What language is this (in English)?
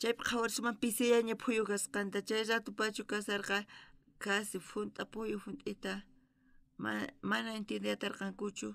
South Bolivian Quechua